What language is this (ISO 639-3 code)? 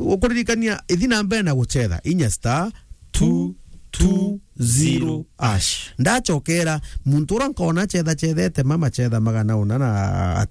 mer